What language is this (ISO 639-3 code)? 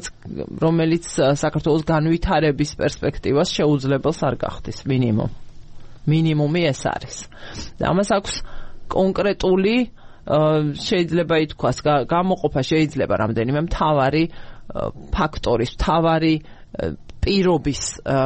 kat